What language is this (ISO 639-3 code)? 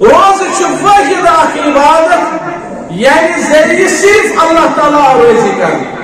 kas